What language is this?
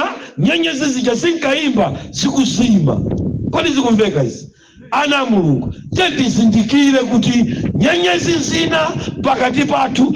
Nyanja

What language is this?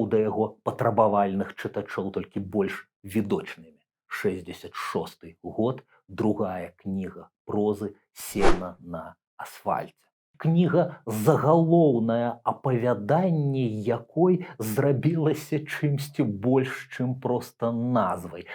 Belarusian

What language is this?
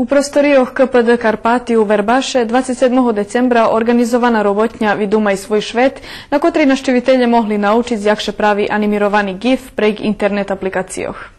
Rusyn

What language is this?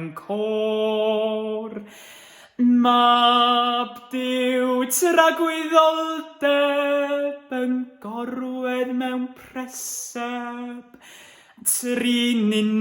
Welsh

